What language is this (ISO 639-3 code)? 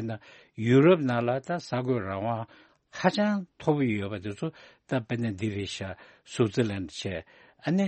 bod